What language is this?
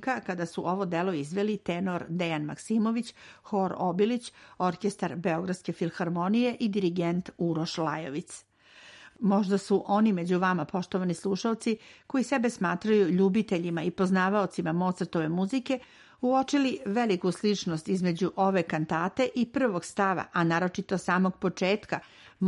Serbian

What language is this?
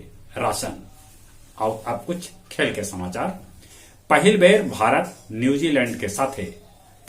Magahi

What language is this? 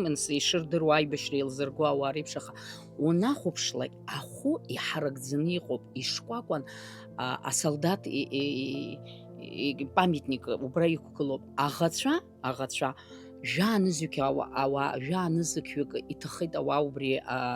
Abkhazian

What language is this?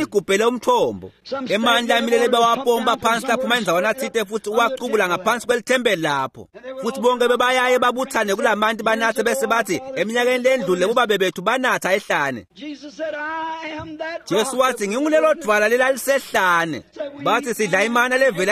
Swati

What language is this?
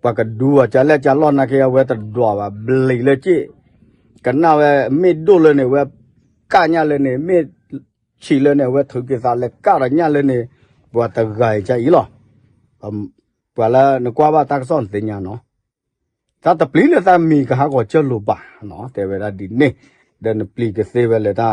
S'gaw Karen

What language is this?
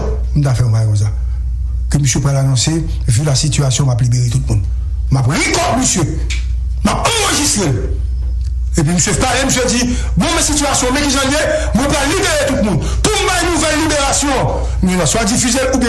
Haitian Creole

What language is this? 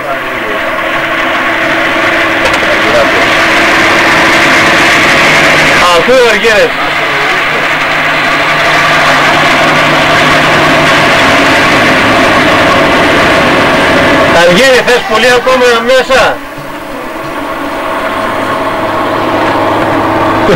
Greek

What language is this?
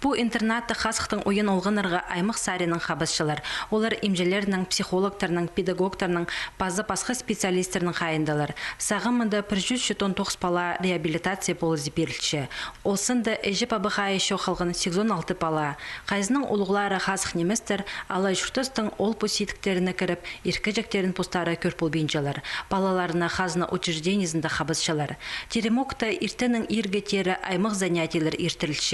Khakas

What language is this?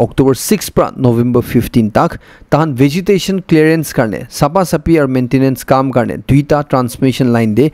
Naga Pidgin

